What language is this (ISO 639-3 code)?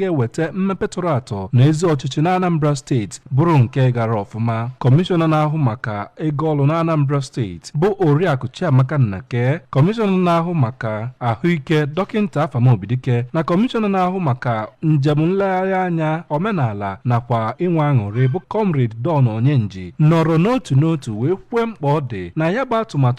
ibo